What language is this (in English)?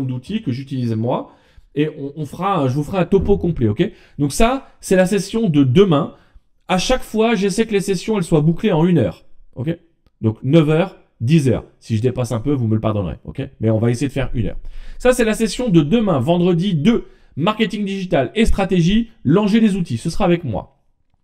French